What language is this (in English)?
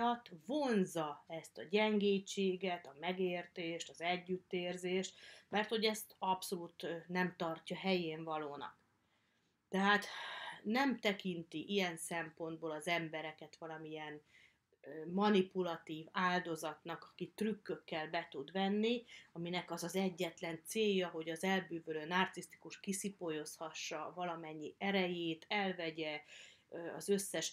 Hungarian